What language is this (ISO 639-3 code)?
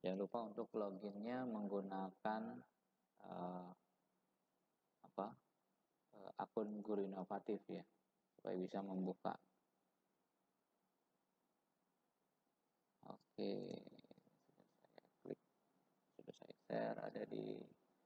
ind